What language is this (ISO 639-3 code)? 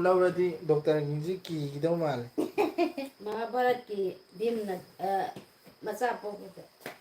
mni